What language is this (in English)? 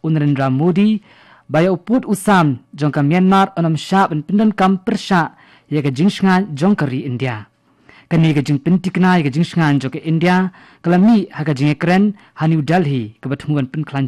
Khasi